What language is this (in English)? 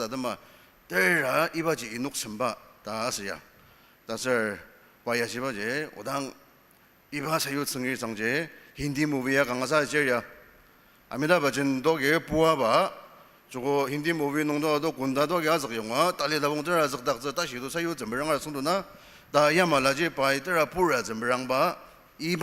Ao Naga